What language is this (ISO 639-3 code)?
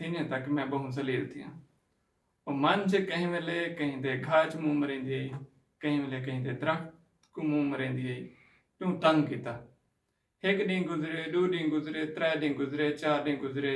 skr